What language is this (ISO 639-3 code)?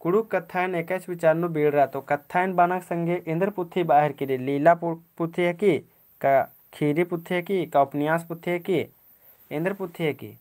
kru